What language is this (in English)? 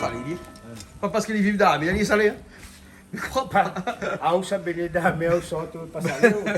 Réunion Creole French